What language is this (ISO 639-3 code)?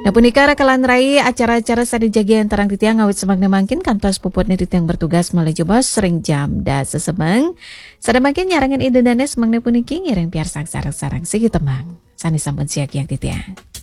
ban